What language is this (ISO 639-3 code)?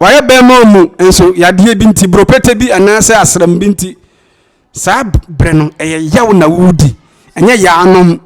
aka